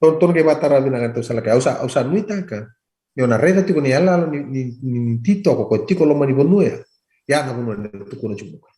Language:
Fijian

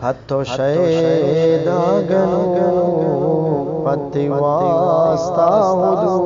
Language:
Eastern Balochi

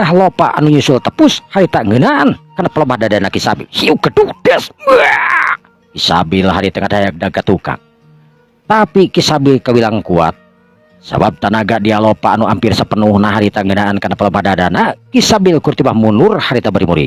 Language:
Sundanese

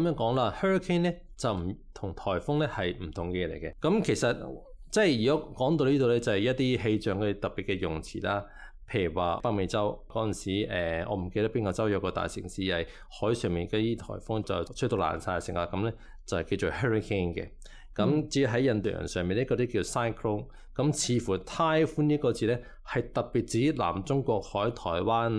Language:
Cantonese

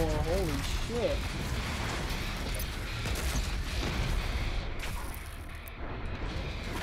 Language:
English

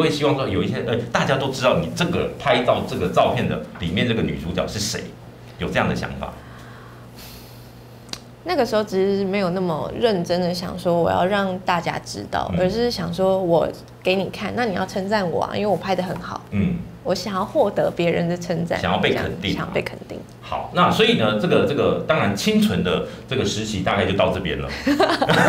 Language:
Chinese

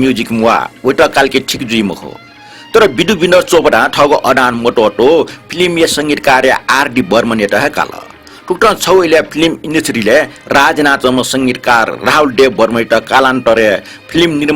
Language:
Newari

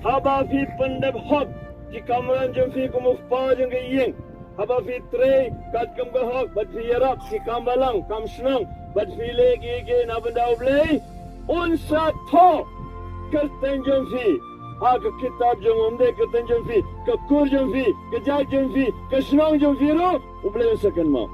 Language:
Khasi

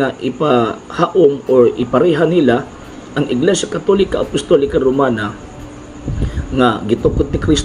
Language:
Cebuano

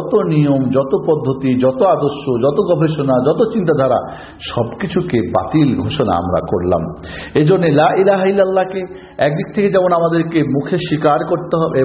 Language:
Bangla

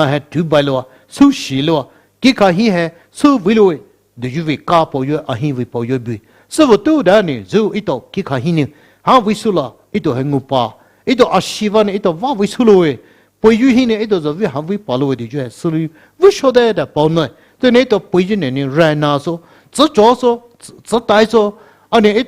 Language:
Poumei Naga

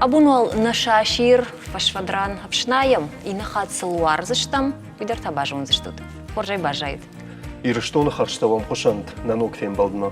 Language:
Ossetic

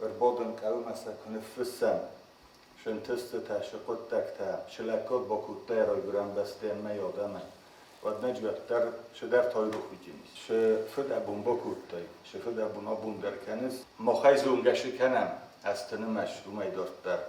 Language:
Ossetic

